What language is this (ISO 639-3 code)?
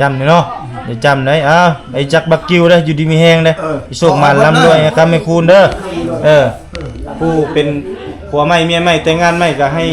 lao